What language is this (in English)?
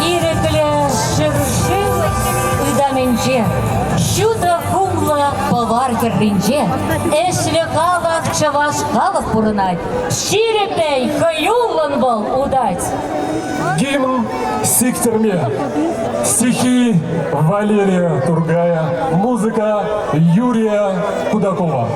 Chuvash